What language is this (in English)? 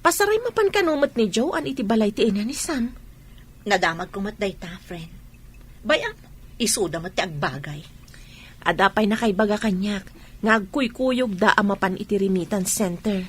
Iloko